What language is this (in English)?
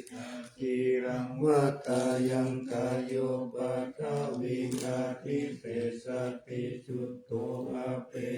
Pali